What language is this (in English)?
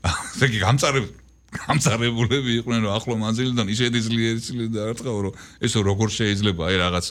Georgian